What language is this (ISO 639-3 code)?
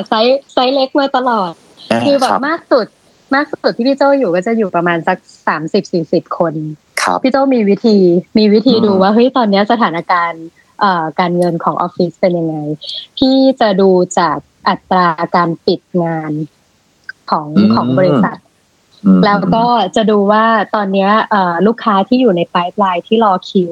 tha